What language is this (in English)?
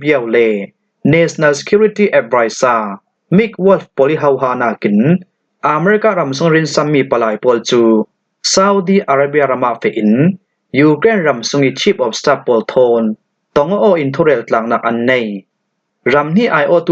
Falam Chin